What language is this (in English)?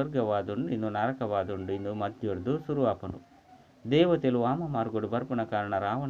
Tulu